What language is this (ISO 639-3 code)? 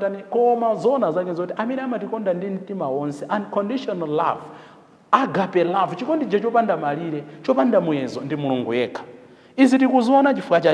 nya